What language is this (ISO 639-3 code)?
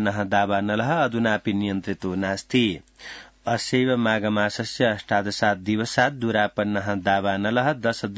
san